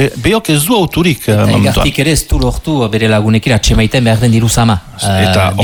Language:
Basque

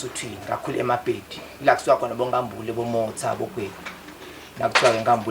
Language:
Zulu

